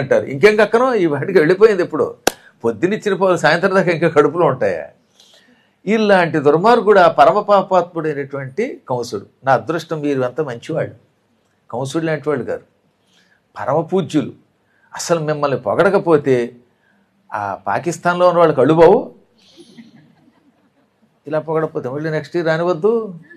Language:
Telugu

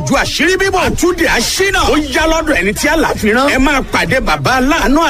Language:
Yoruba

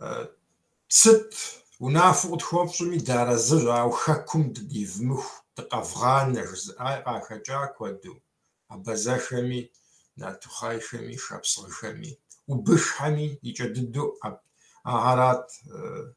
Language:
Kabardian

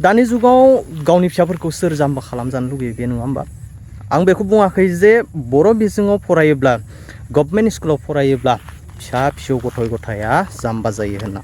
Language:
Bodo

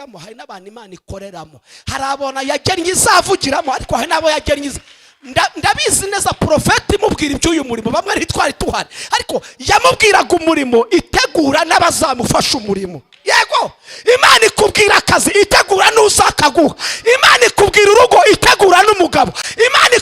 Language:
Kinyarwanda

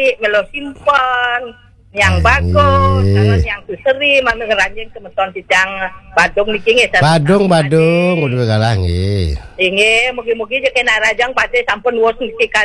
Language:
Balinese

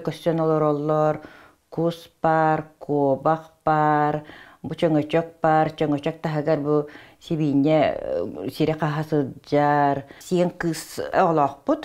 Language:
Yakut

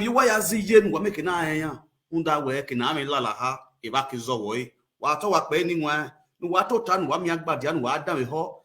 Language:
Nigerian Pidgin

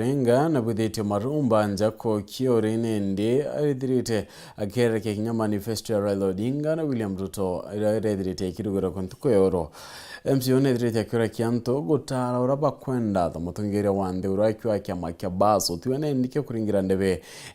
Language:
Meru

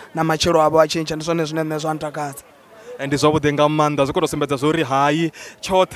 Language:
Venda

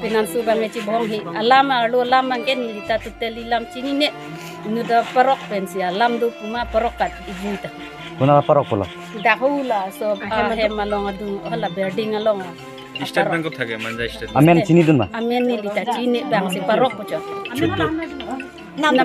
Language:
Karbi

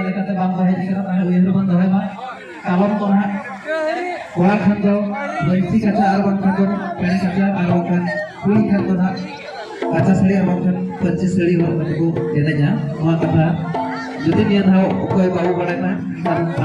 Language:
Santali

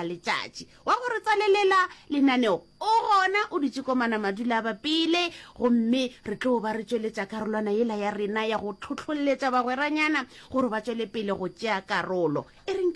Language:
Northern Sotho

